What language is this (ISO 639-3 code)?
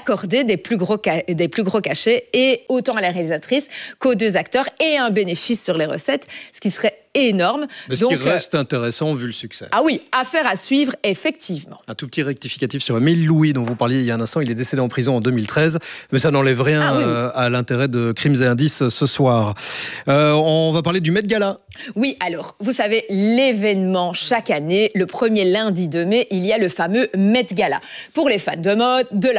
fra